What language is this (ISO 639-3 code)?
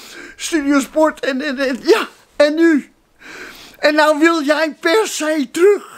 nld